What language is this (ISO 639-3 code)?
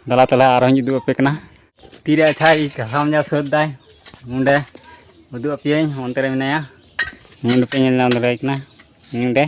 sat